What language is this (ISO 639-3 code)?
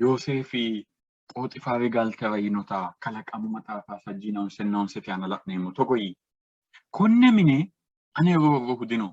sid